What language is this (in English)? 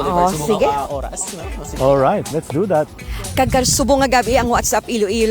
Hiligaynon